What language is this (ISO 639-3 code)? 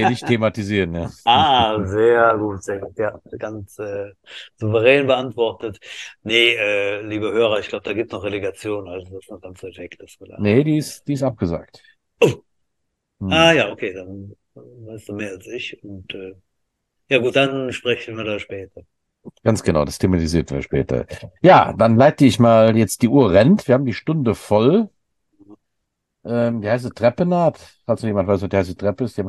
deu